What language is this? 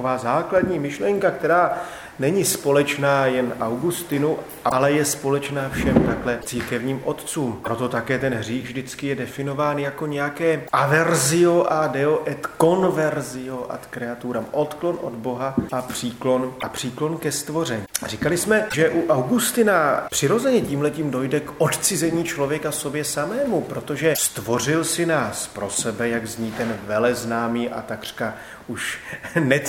Czech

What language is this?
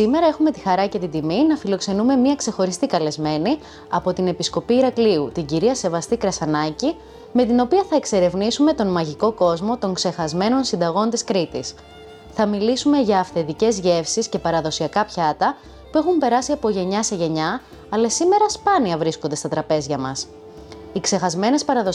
Greek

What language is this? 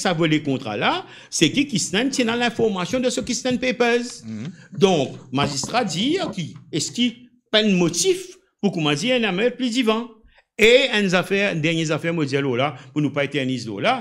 Morisyen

